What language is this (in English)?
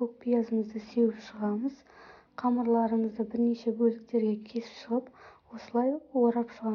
Kazakh